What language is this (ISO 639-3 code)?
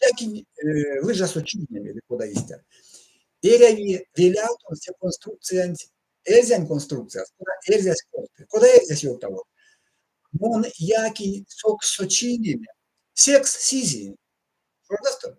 myv